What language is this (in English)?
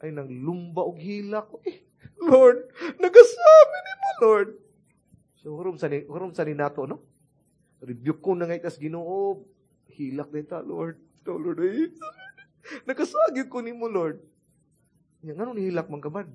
Cebuano